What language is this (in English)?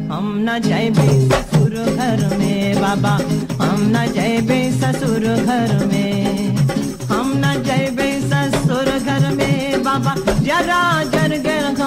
Bhojpuri